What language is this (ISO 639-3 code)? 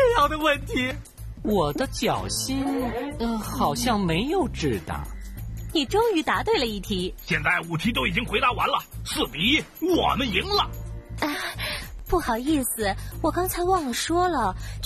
zho